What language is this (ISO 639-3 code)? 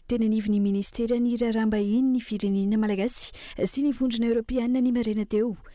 mlg